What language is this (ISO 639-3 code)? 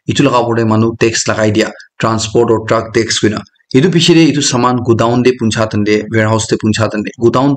nag